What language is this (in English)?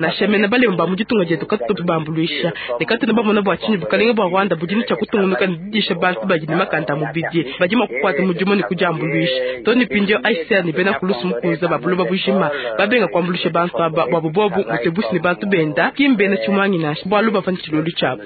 Luba-Lulua